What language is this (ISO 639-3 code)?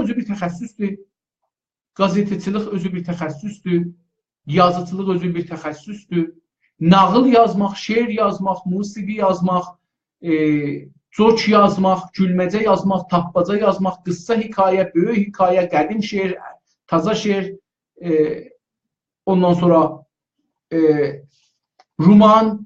azb